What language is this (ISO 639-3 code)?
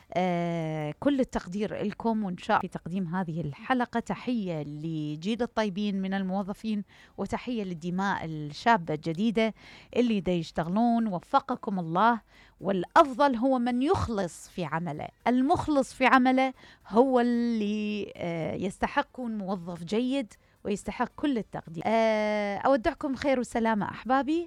acm